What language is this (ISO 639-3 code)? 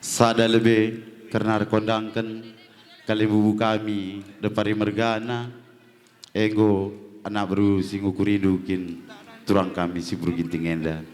btx